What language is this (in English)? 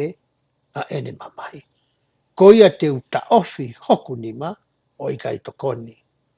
Tongan